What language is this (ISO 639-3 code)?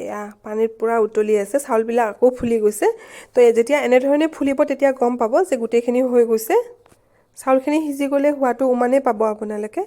asm